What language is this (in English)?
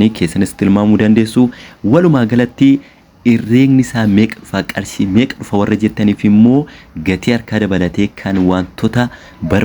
Oromo